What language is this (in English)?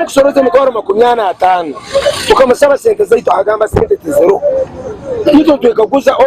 Nyankole